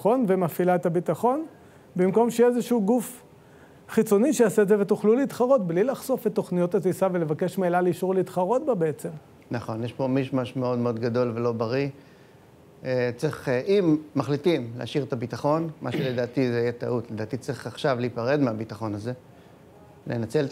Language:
Hebrew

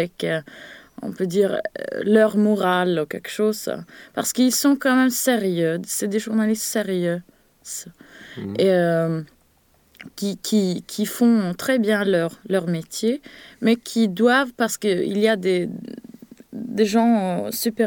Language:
French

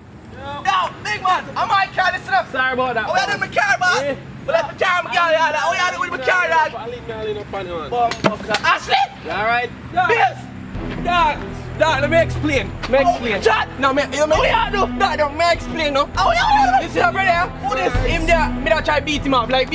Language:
Jamaican Creole English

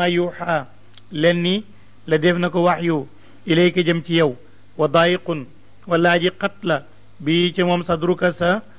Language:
Wolof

